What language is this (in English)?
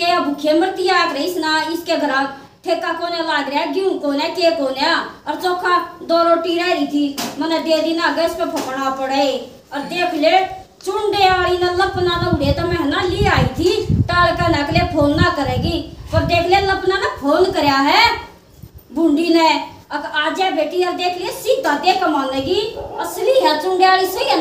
Haryanvi